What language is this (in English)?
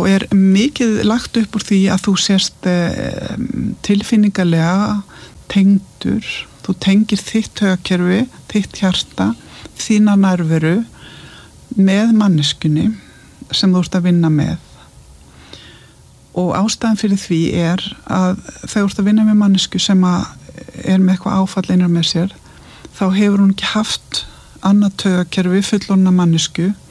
Icelandic